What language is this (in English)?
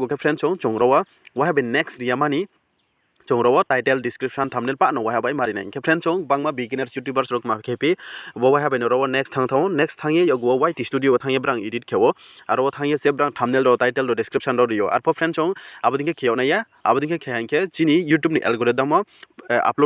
Riang (India)